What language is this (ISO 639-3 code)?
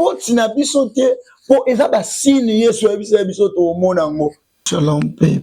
lin